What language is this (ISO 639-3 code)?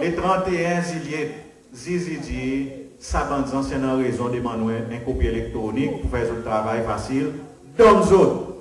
crs